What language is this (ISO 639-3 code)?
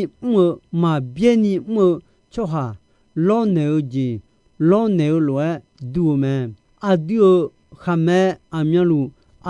ahk